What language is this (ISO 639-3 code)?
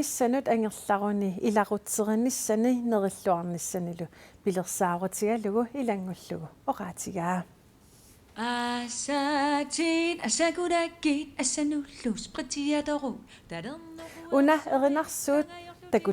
kal